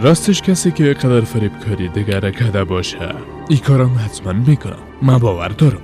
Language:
Persian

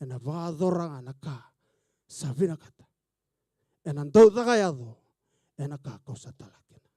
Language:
Fijian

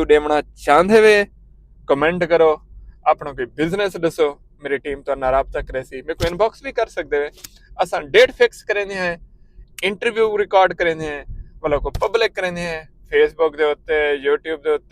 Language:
Saraiki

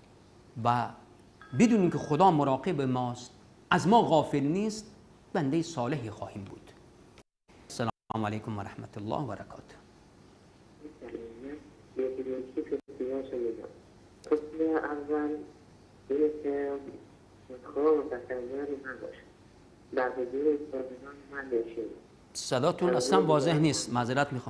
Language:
Persian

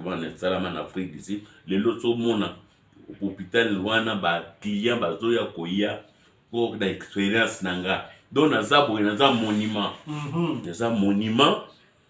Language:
Lingala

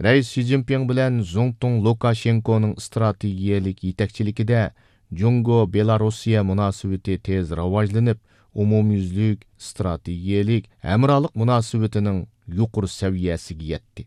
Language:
Uyghur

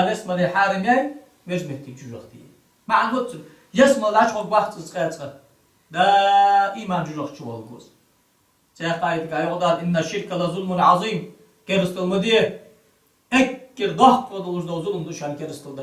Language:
Ingush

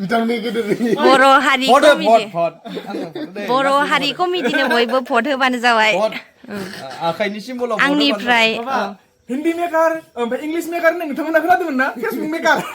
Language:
Bodo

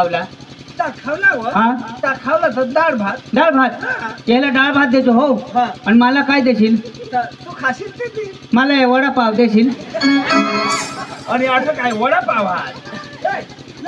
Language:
Marathi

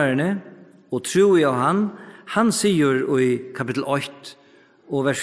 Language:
Faroese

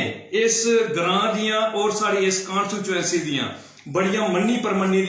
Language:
Dogri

